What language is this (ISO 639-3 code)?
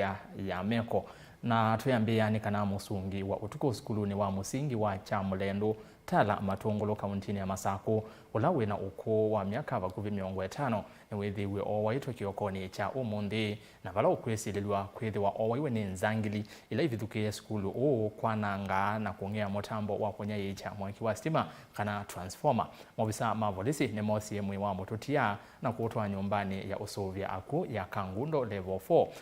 kam